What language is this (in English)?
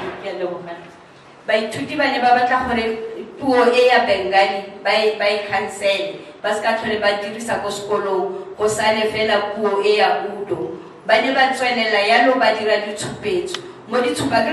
Tswana